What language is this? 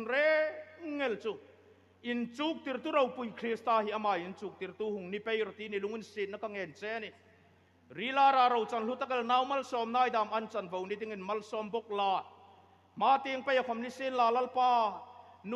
Hmar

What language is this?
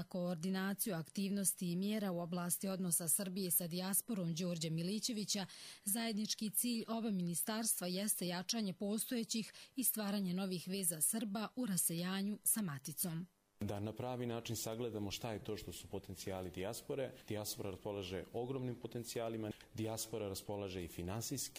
Croatian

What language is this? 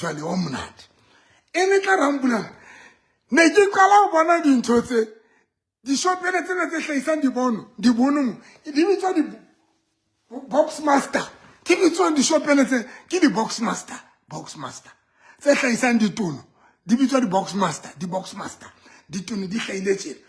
Southern Sotho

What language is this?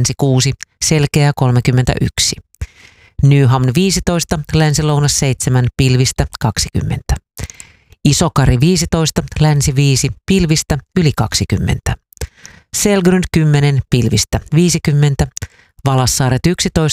Finnish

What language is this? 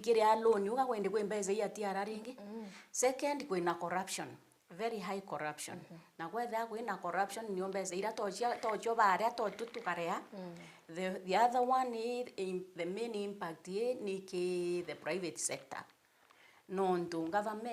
Meru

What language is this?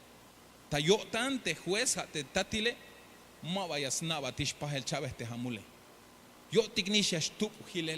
Tzeltal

